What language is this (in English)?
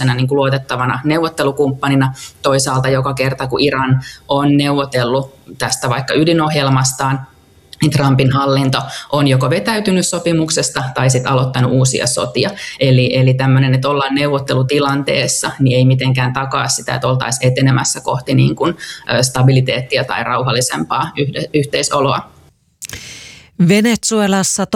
Finnish